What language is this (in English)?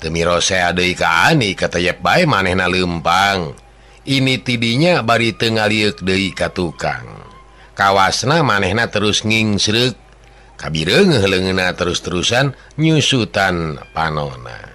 Sundanese